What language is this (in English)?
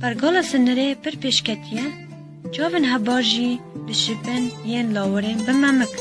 Kurdish